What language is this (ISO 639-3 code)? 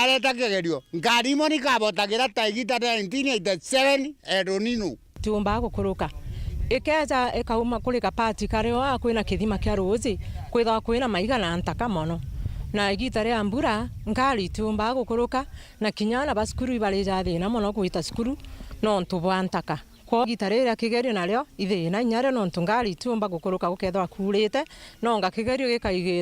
mer